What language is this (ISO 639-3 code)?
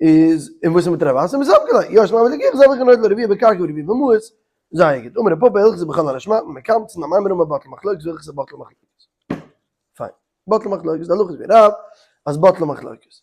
yid